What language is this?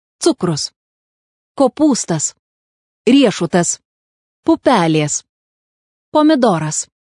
Lithuanian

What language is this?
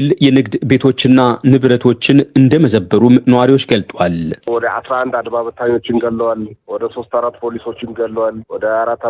Amharic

